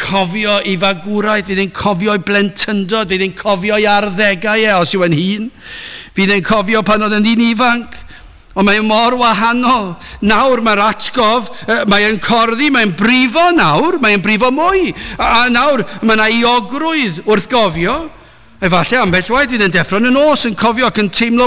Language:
Welsh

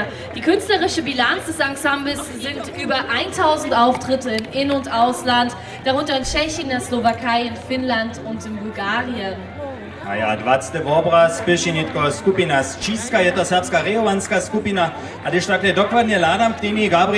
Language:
Upper Sorbian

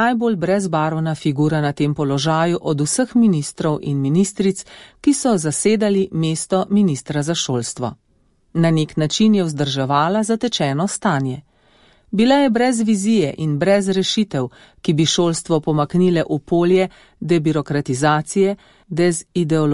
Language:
Slovenian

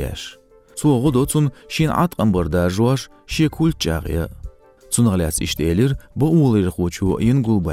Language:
Chechen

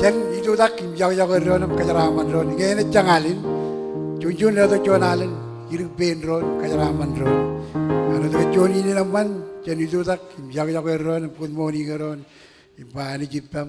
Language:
Marshallese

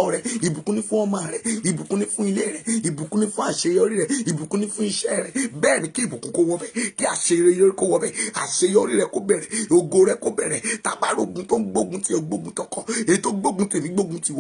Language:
Yoruba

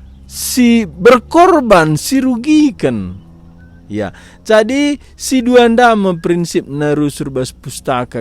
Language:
Batak Karo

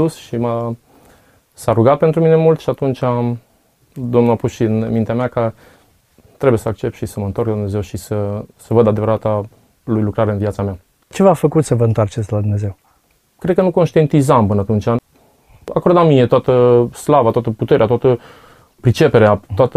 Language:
Romanian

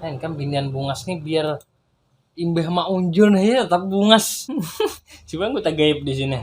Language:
Banjar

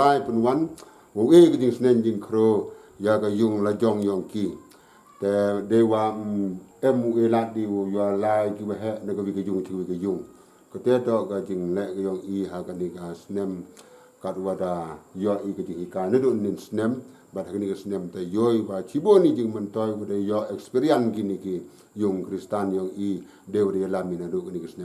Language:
Pnar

